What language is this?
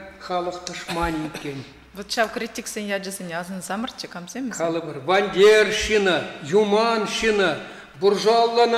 Chuvash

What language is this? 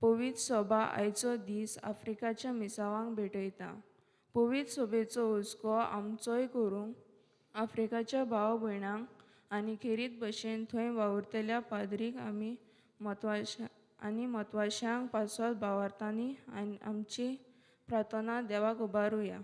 Konkani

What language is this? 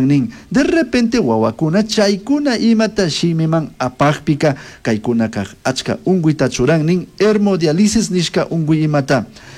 Chimborazo Highland Quichua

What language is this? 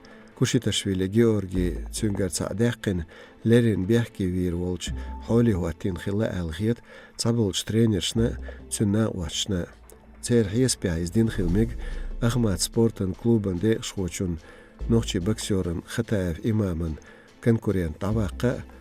Chechen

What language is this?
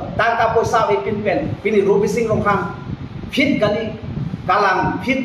Karbi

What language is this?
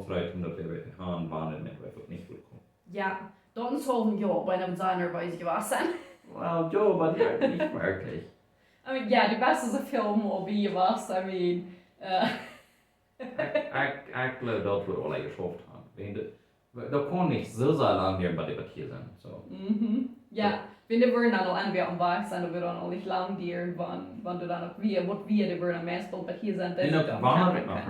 Plautdietsch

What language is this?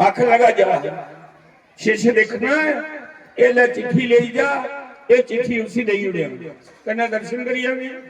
Dogri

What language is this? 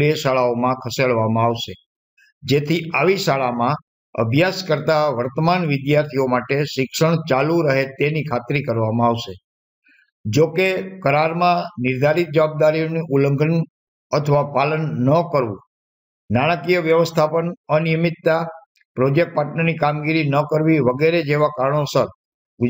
Gujarati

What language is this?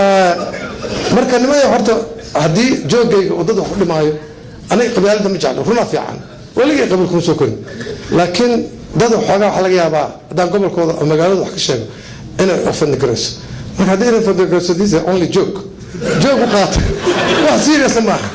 Somali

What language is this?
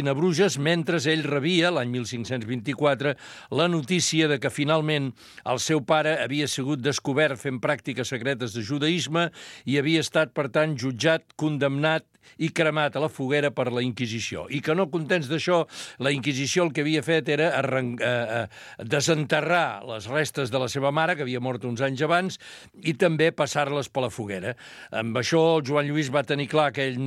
Catalan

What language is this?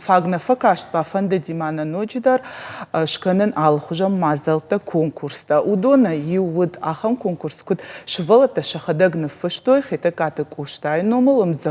Ossetic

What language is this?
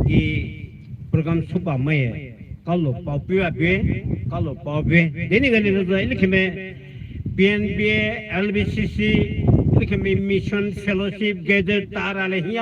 Poumei Naga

